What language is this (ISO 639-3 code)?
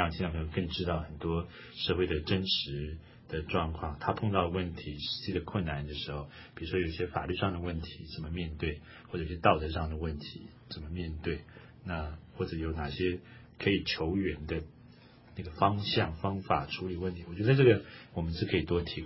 zho